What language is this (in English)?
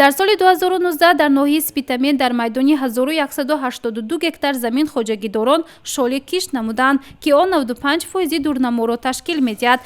Tajik